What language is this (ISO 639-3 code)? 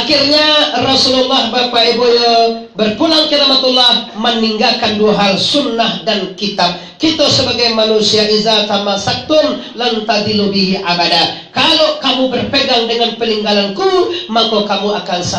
min